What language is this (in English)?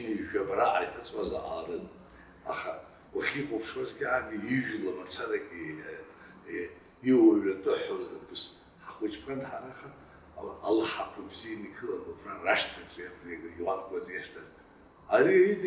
Abkhazian